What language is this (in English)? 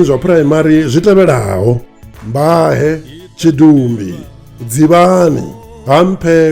Venda